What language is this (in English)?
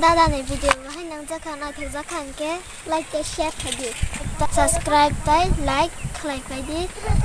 Kok Borok